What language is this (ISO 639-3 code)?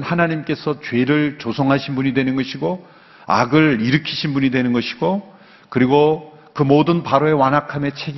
kor